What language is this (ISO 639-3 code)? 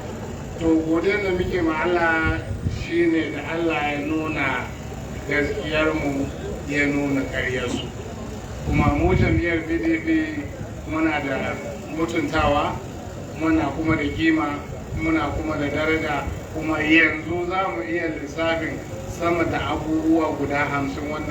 hau